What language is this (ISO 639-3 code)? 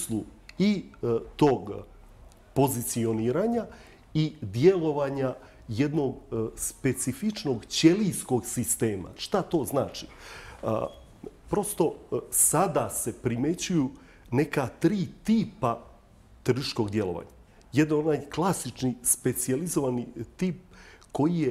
bos